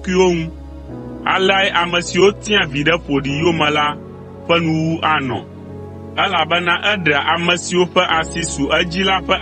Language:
Ewe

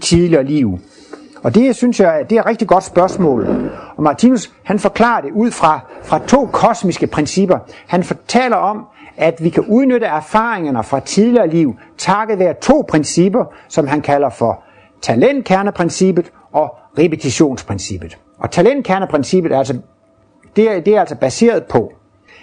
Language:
Danish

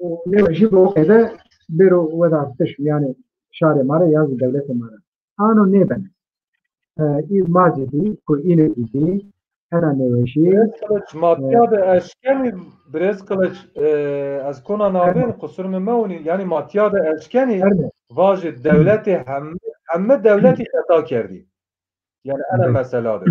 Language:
Zaza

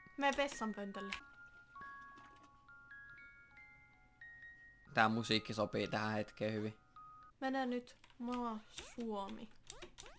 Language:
Finnish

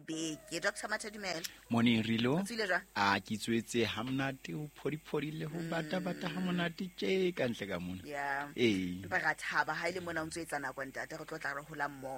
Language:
Southern Sotho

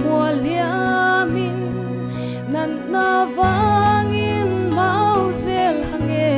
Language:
Paite Chin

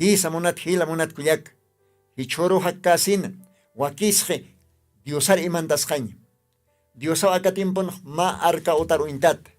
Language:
Aymara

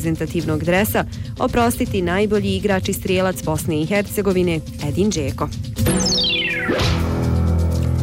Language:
Bosnian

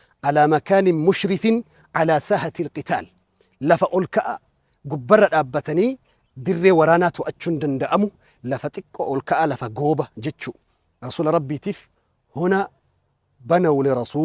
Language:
Oromo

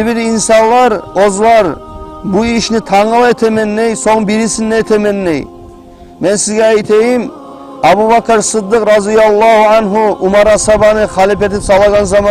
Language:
Kumyk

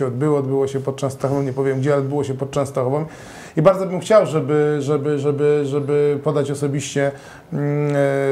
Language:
Polish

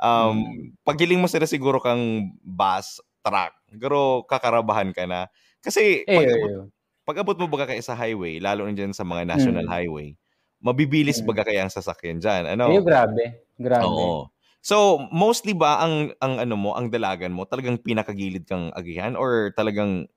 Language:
Bikol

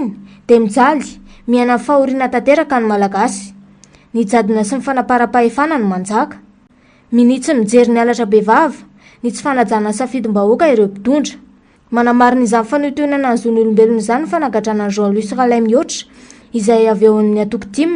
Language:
Malagasy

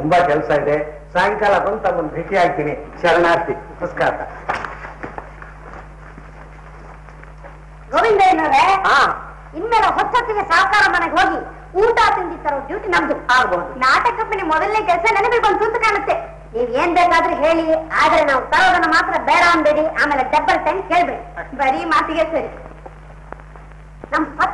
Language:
Kannada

